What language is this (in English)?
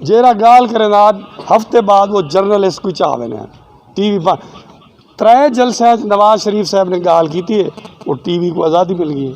Saraiki